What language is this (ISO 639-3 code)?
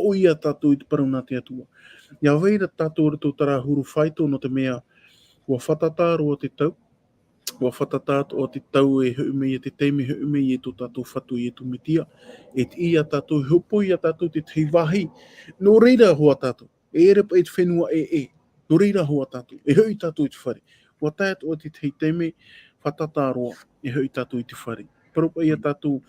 tah